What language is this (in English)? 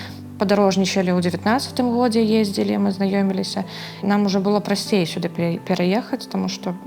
Belarusian